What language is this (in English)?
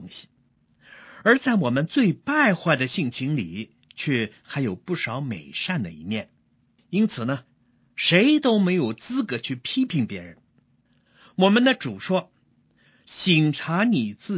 Chinese